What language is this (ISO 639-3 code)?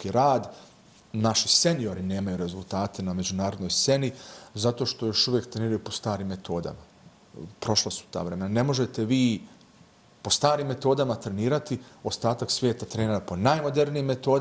bos